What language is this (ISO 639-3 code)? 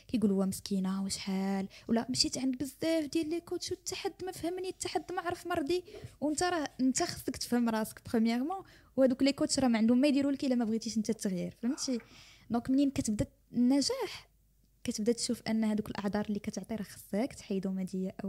ary